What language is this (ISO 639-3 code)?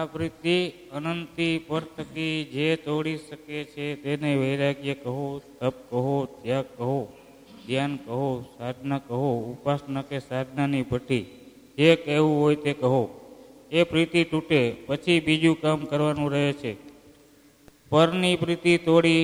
guj